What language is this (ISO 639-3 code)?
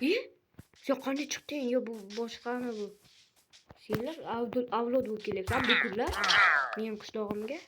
uzb